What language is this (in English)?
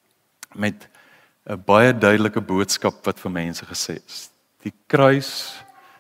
Afrikaans